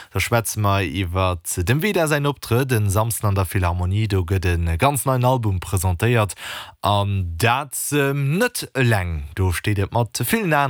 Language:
Luxembourgish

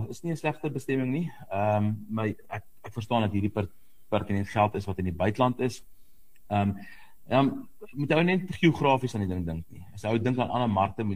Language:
Afrikaans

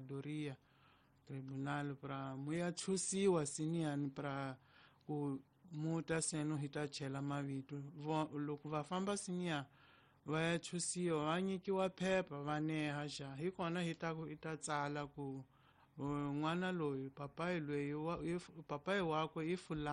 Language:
Tsonga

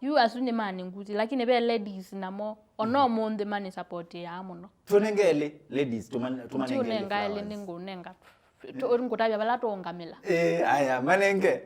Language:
Kamba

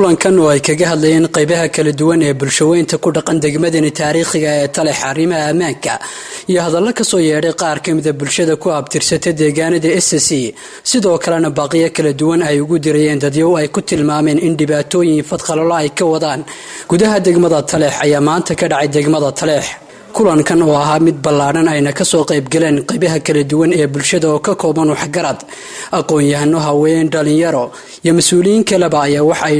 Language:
Somali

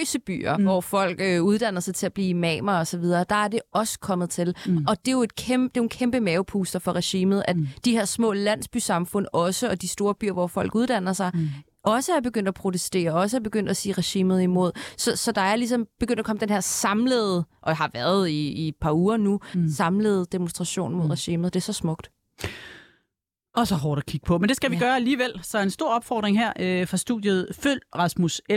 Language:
Danish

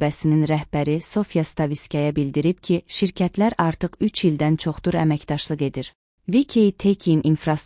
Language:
Azerbaijani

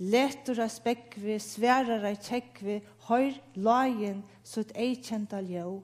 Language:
Faroese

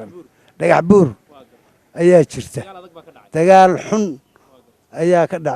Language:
Somali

